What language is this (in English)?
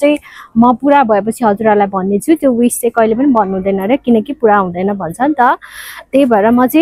Nepali